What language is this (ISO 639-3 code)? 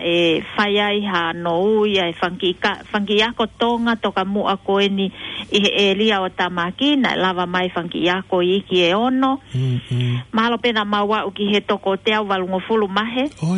ton